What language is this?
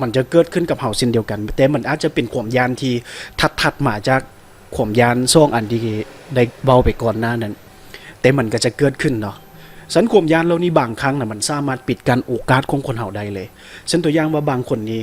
Lao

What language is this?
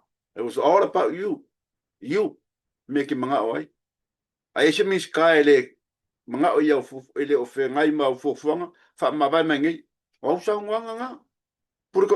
Samoan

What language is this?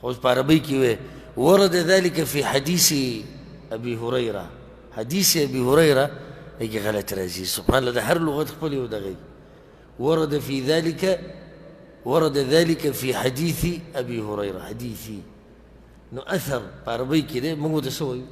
Pashto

